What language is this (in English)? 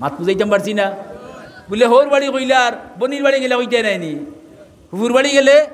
Sylheti